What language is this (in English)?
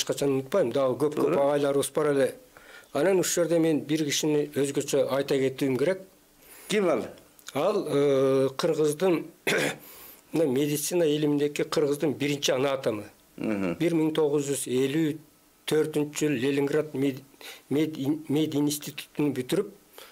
Kyrgyz